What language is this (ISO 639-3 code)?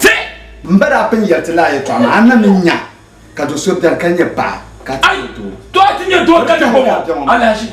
dag